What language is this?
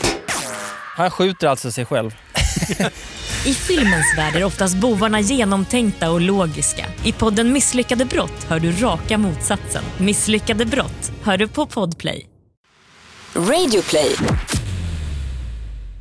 Swedish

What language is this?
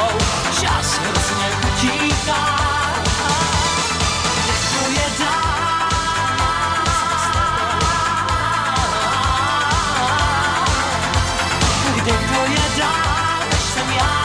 Czech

